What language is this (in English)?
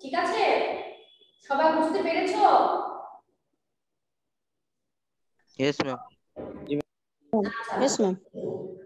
Bangla